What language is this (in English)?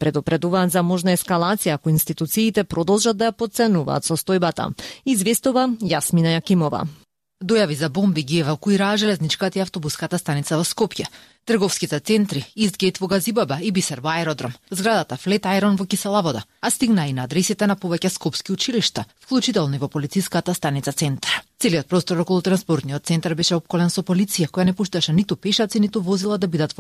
Macedonian